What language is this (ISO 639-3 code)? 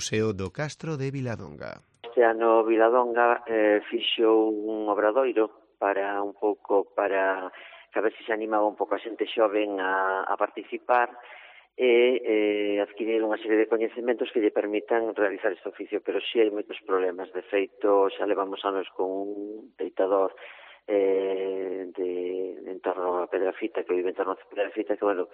glg